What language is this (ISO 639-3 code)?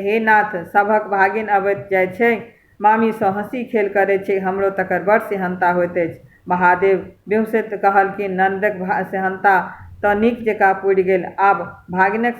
mai